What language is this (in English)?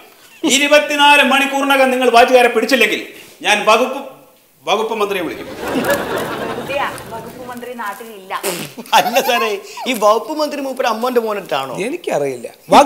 Malayalam